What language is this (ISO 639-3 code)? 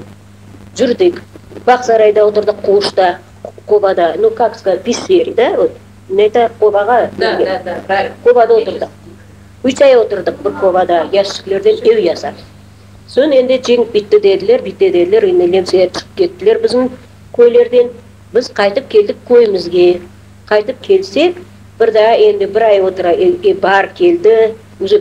crh